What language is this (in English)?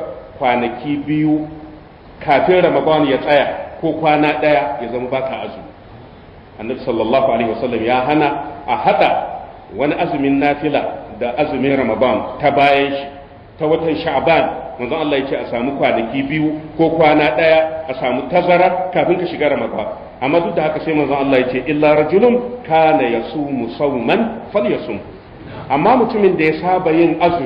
Hausa